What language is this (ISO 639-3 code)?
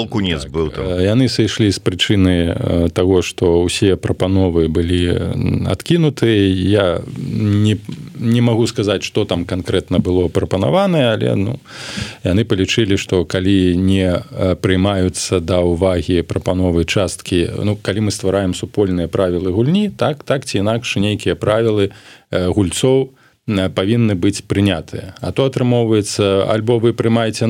bel